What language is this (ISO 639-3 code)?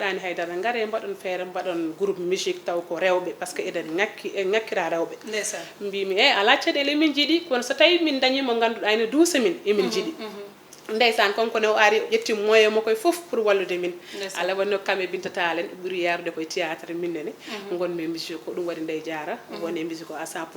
ful